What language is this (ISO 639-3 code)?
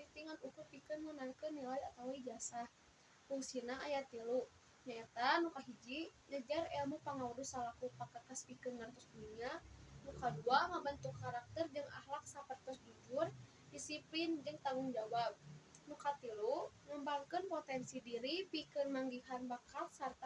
sun